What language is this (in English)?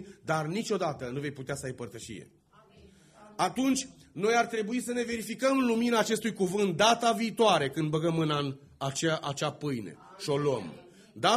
Romanian